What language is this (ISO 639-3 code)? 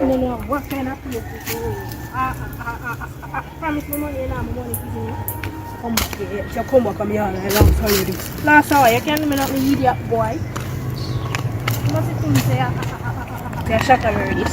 jam